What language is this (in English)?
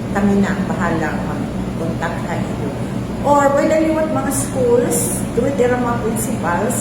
Waray